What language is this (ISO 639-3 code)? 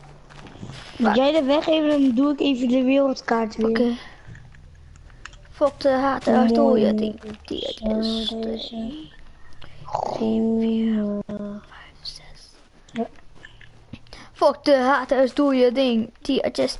nld